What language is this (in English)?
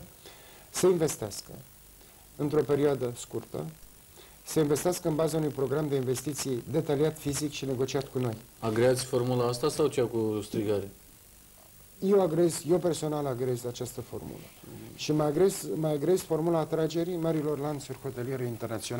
Romanian